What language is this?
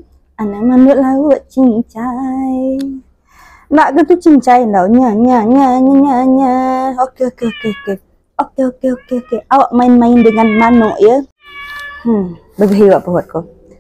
Iban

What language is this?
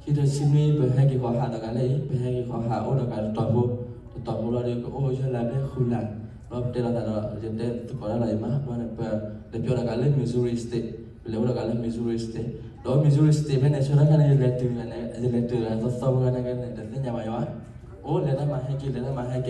S'gaw Karen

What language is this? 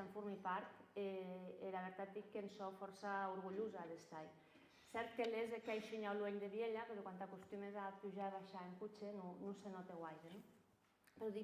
Occitan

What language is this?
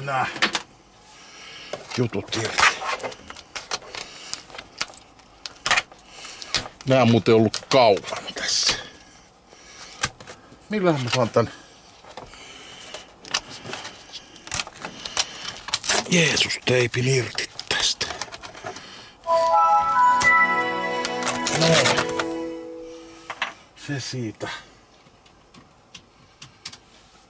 Finnish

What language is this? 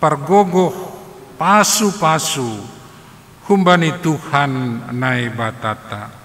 Batak Simalungun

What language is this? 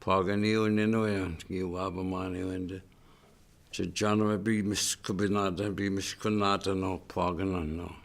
Chippewa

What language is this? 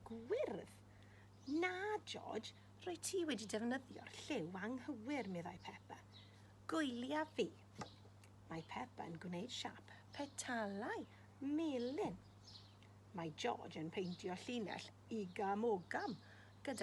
Welsh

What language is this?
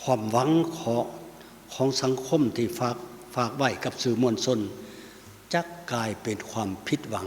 Lao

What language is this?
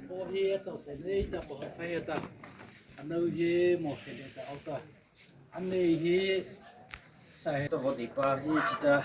Mara Chin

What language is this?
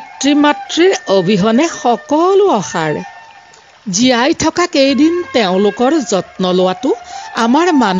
Assamese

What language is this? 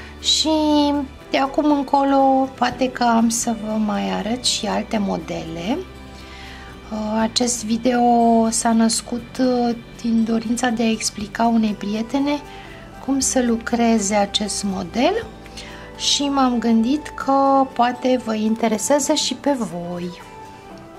Romanian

